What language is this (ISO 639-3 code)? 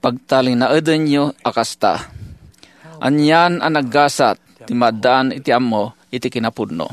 ilo